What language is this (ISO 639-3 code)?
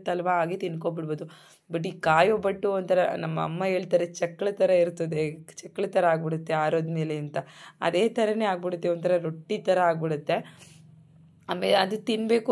kan